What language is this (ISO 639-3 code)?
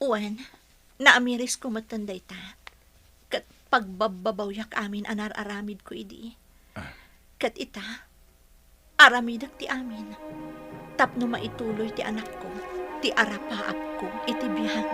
ilo